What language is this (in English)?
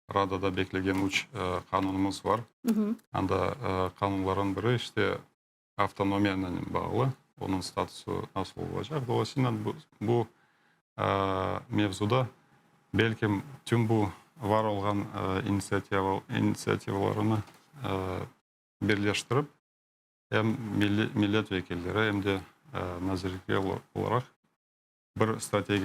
Crimean Tatar